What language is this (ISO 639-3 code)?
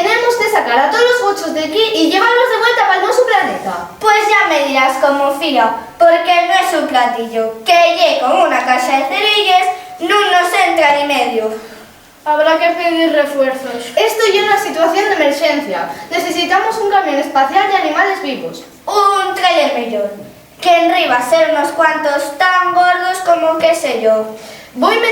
ast